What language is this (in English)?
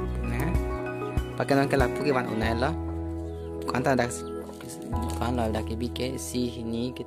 Karbi